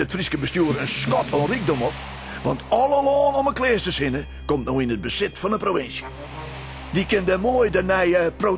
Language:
Western Frisian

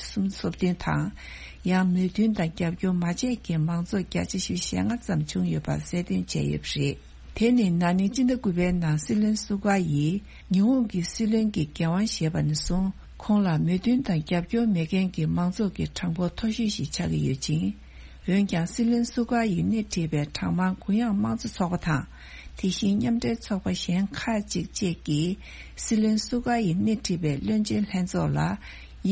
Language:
Tibetan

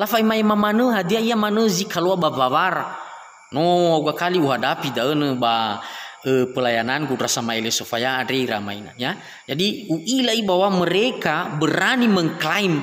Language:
Nias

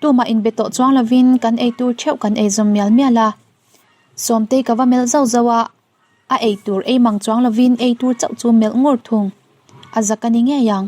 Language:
Mizo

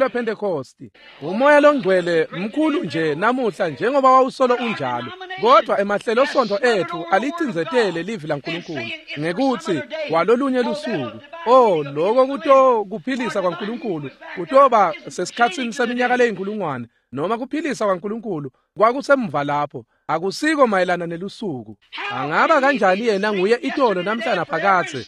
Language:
Swati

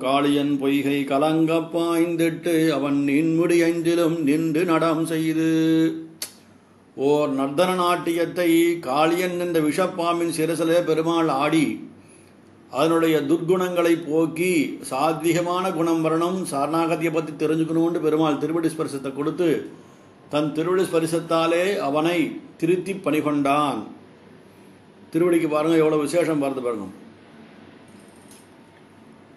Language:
Tamil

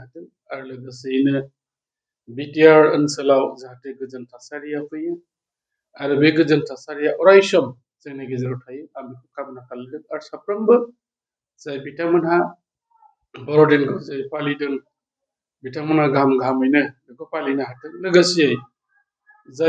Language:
Bodo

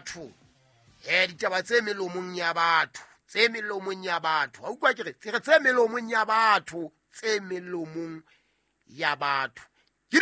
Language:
Southern Sotho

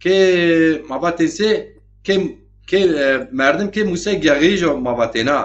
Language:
Zaza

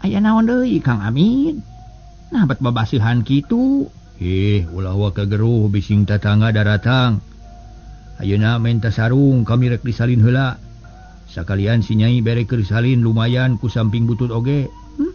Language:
Sundanese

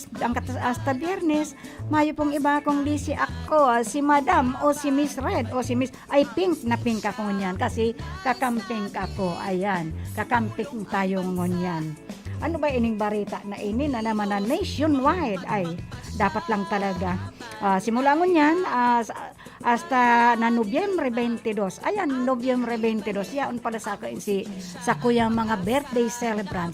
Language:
Bikol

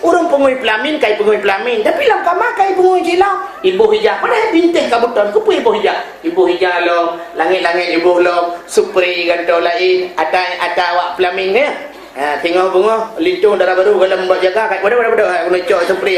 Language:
Achinese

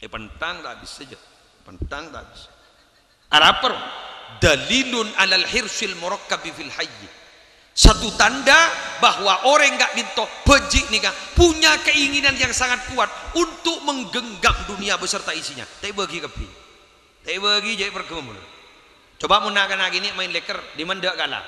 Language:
Madurese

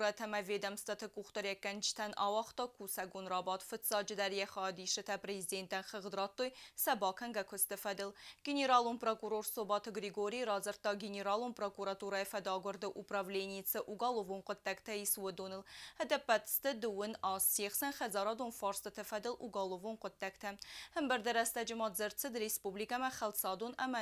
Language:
Ossetic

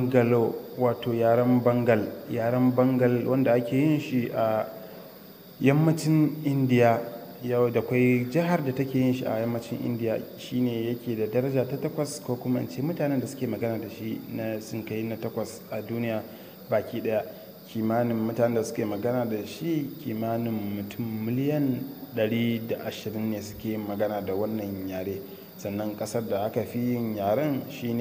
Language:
Hausa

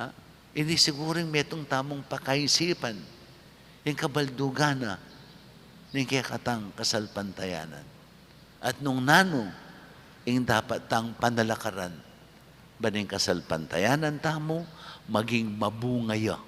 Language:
Pampanga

